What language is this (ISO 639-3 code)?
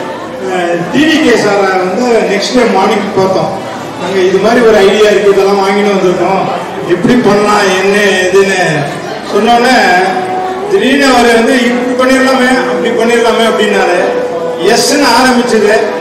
tam